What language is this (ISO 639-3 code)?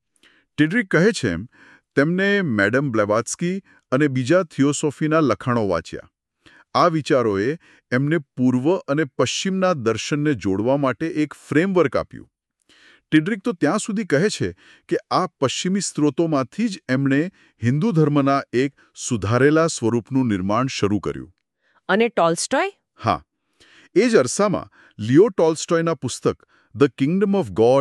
guj